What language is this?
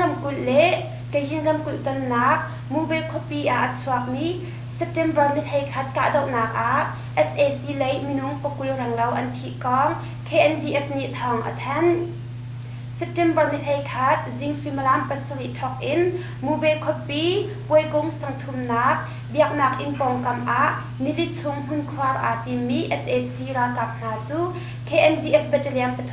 Hakha Chin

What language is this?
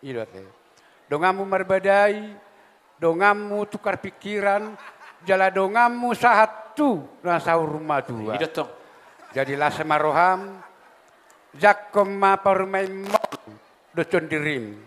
Batak Toba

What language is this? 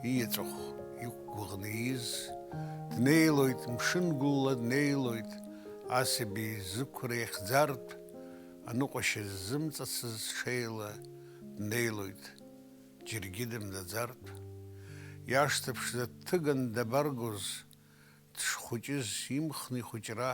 Abkhazian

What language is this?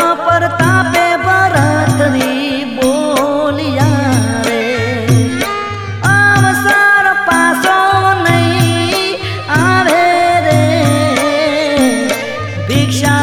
Gujarati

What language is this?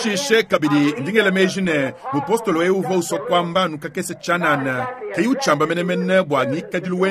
Luba-Lulua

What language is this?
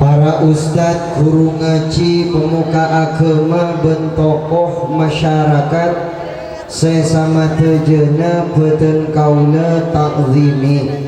Madurese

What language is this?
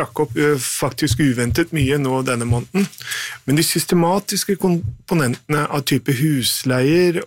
Norwegian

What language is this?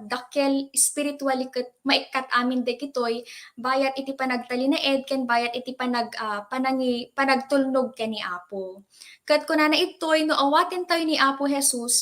Iloko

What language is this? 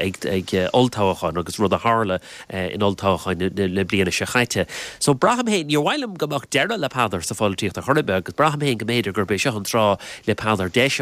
Irish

